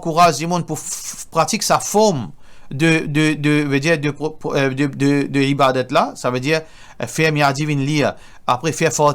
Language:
Morisyen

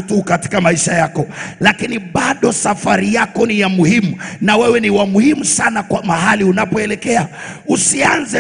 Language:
Swahili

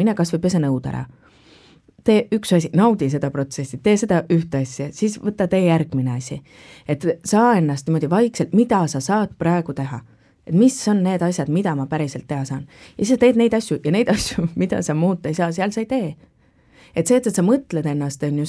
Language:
Estonian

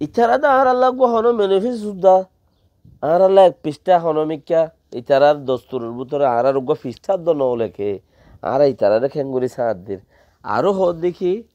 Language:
Rohingya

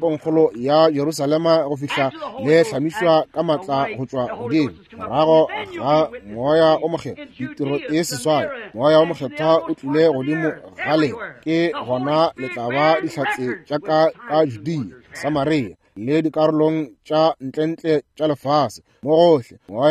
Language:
Northern Sotho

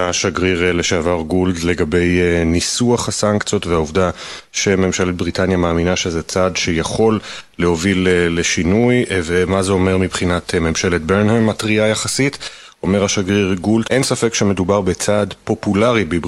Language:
Hebrew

